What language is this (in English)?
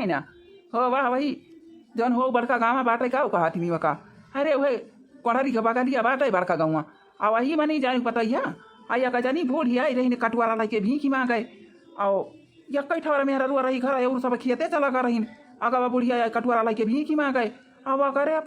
Awadhi